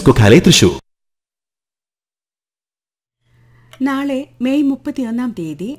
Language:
Malayalam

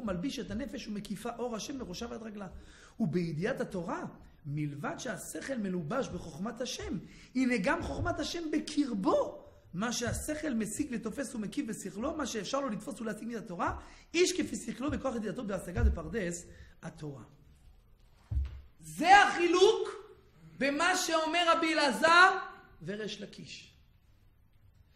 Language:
Hebrew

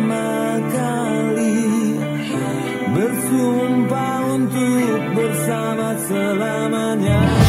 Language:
Indonesian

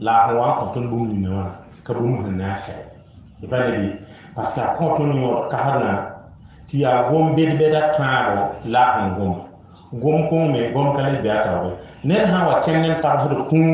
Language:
Mossi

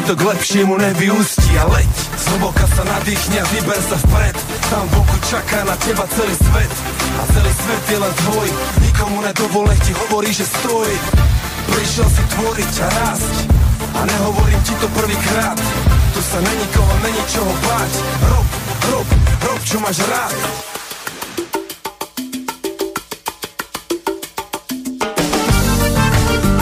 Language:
Slovak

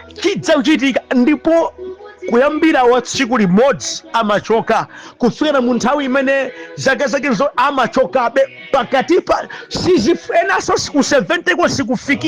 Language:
Nyanja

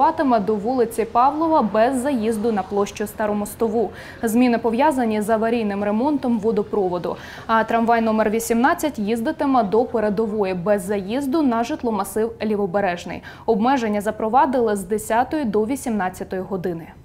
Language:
Ukrainian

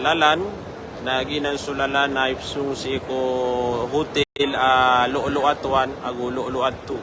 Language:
Maranao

